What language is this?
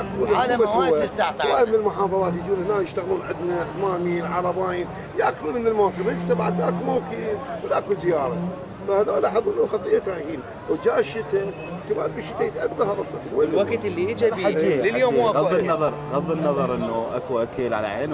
Mesopotamian Arabic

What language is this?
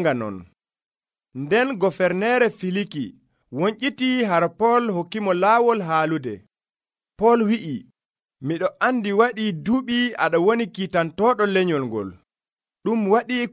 Nigerian Fulfulde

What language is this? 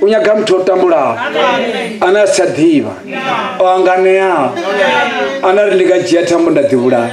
Venda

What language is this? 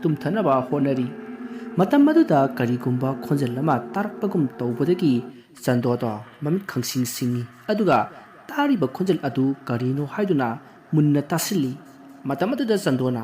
Manipuri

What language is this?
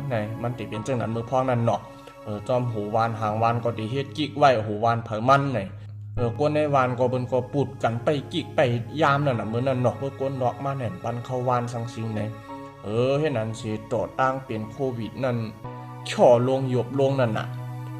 Shan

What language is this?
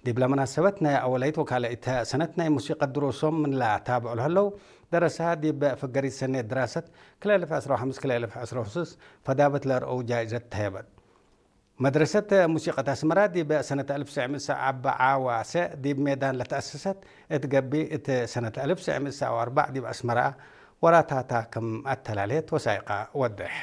Tigre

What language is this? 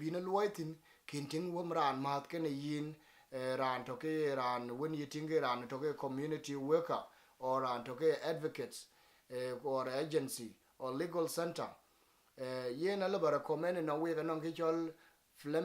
Dinka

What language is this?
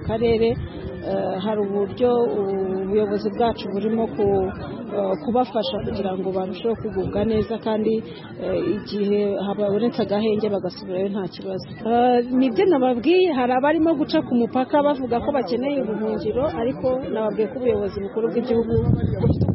Kinyarwanda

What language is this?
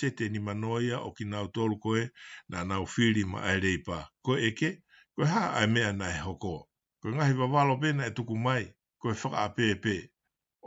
Tongan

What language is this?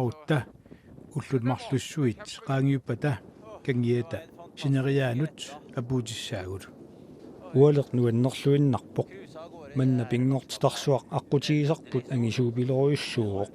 Kalaallisut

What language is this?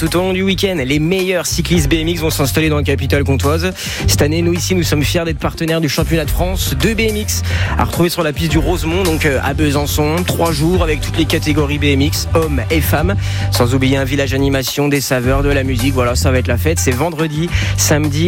French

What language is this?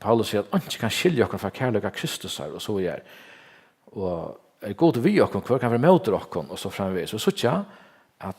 Faroese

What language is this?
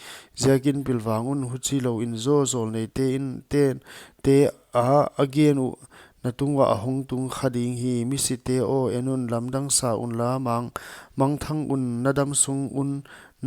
Paite Chin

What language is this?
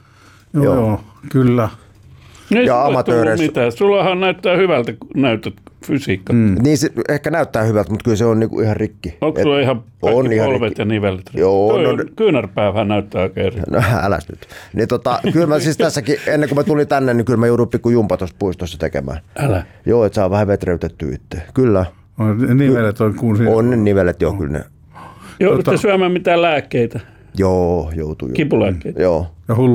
Finnish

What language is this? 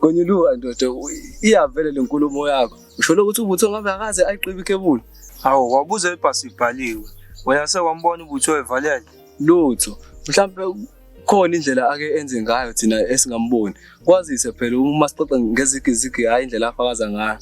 Zulu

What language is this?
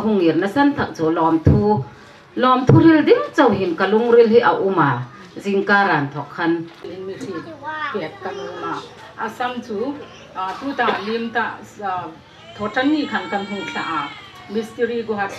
Hmar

